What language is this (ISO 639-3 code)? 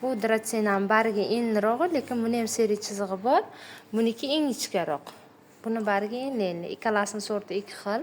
uzb